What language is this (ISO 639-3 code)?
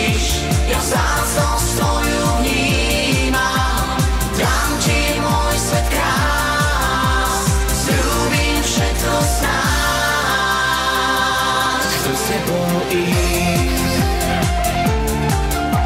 slk